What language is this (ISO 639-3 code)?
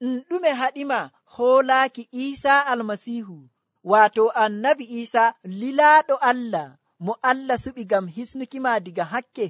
fuv